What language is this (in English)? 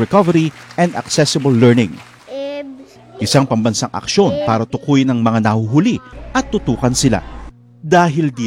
Filipino